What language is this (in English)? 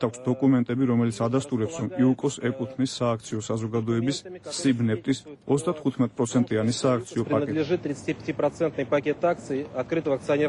Georgian